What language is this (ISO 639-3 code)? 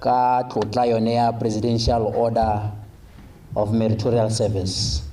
tsn